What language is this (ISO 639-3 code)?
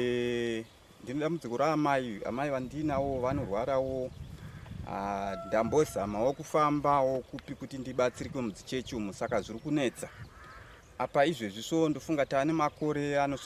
sna